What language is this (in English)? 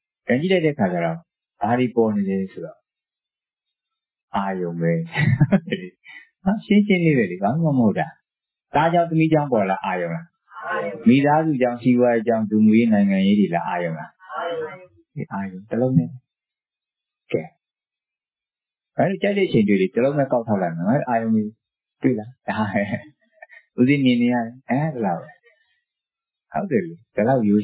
Burmese